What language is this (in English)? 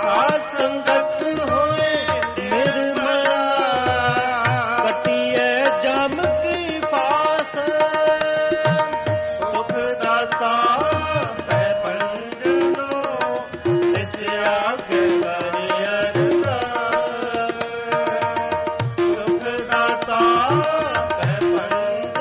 Punjabi